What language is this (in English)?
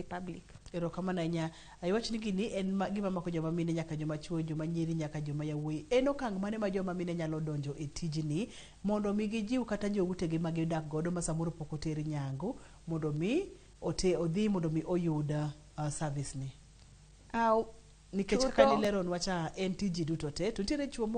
Luo (Kenya and Tanzania)